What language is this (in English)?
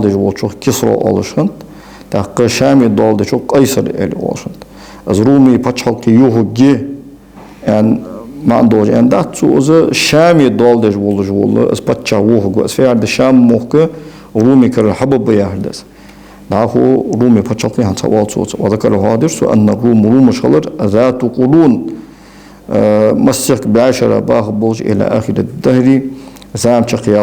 Ingush